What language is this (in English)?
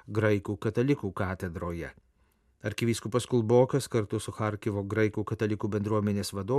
Lithuanian